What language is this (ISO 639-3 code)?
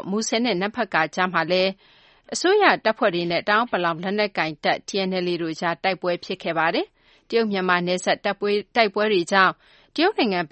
mya